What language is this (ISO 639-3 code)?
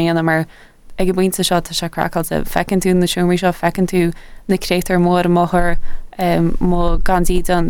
gle